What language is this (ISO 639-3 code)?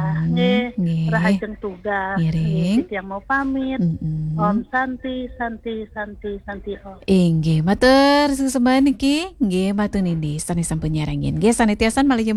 ban